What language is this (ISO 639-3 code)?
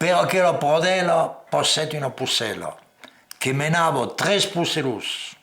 oci